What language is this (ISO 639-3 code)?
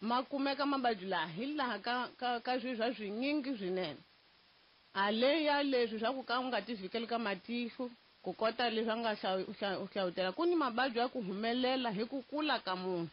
tso